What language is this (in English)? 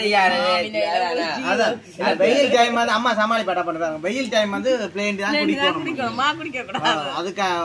Tamil